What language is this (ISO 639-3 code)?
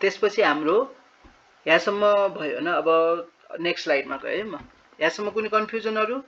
nep